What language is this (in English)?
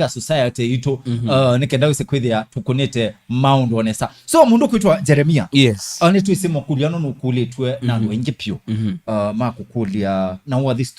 Kamba